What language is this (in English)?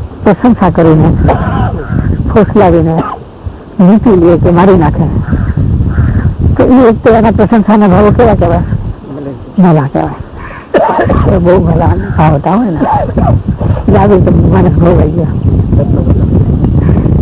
Gujarati